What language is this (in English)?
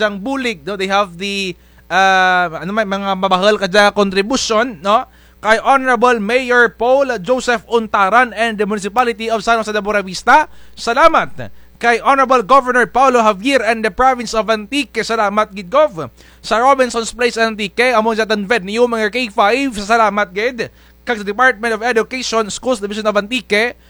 Kinaray-a